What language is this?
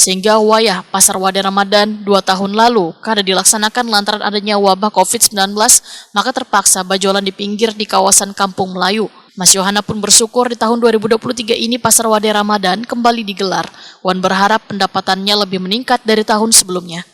Banjar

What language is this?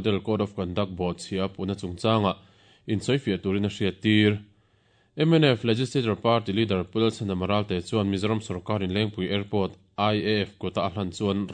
Mizo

